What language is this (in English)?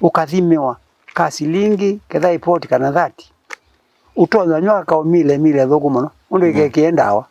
Kamba